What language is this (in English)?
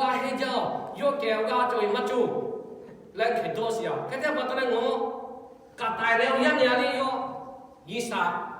Lahu